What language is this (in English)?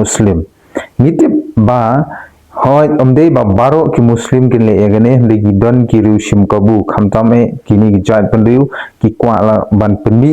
Khasi